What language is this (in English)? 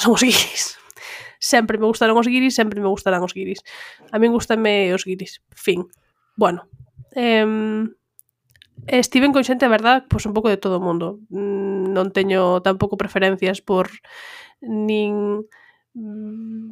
Galician